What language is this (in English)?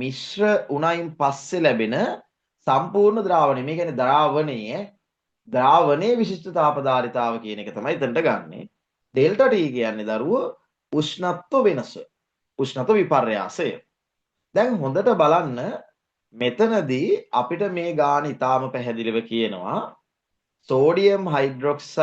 Sinhala